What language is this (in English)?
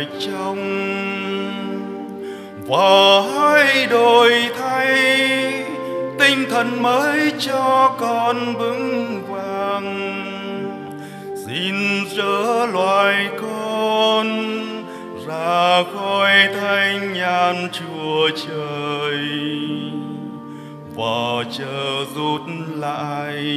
Vietnamese